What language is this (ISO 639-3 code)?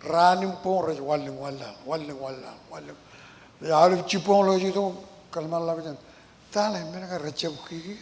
mah